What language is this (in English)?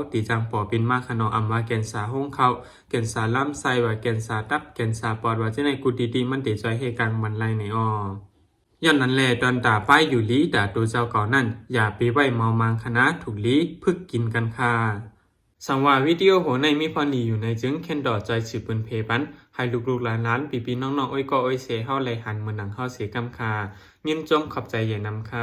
Lao